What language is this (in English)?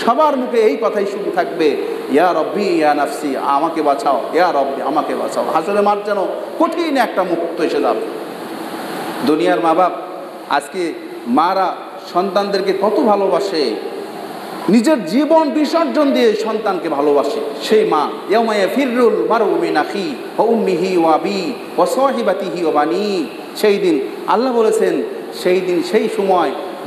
Bangla